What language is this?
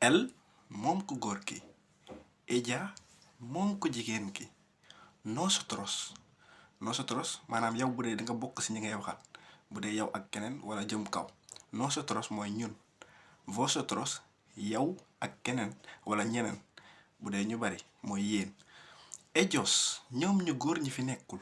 Wolof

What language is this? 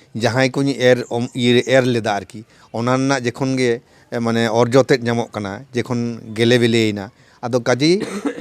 Santali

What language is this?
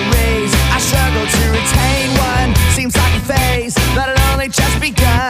English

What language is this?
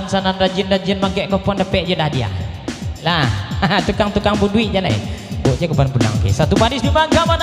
Minangkabau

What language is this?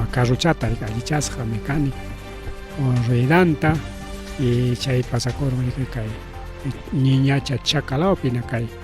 Ayacucho Quechua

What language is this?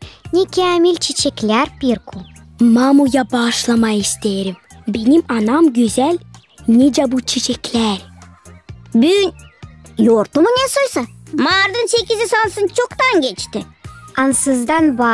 Gagauz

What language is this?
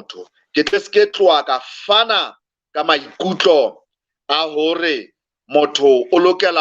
Southern Sotho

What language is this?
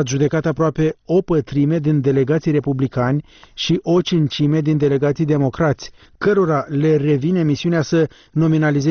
Romanian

